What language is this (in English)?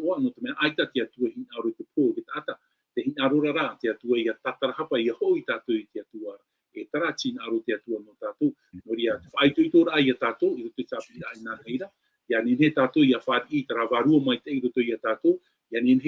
Tahitian